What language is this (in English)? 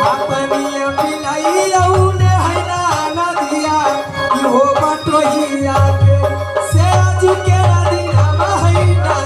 Maithili